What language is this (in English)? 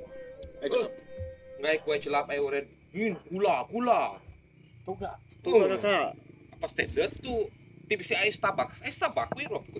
Iban